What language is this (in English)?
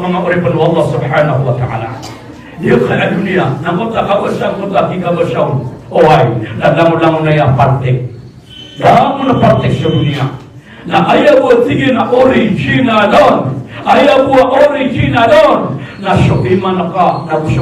Maranao